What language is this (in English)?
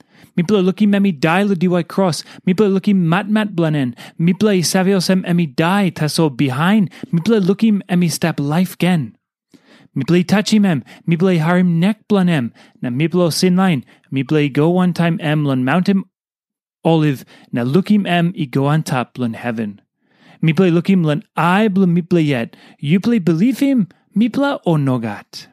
Tok Pisin